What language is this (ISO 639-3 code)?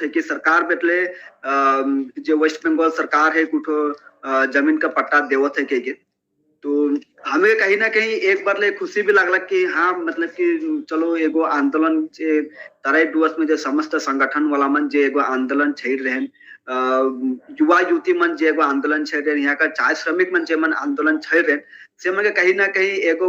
sck